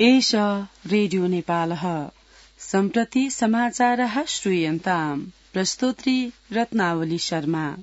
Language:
Sanskrit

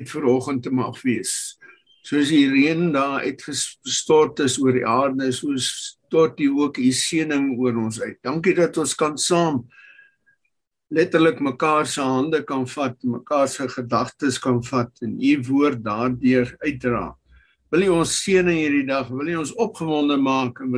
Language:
Afrikaans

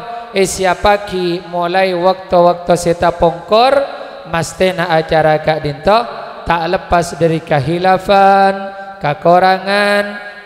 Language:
Madurese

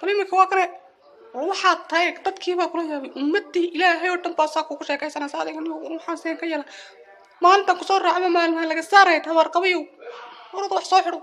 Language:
Somali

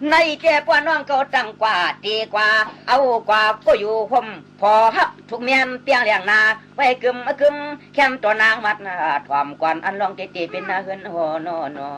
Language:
Shan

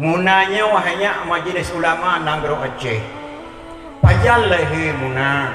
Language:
Achinese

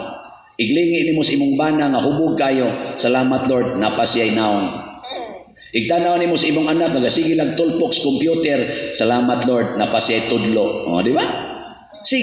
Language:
Cebuano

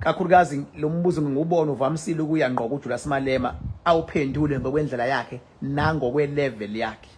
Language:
Zulu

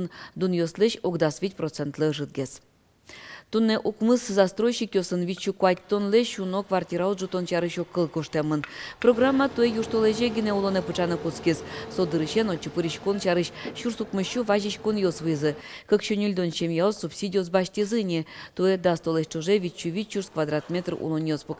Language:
Udmurt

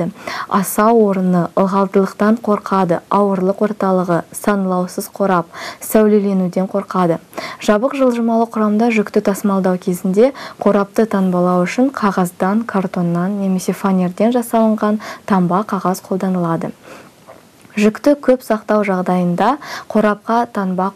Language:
Kazakh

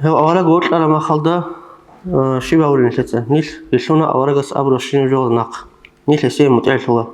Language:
Avaric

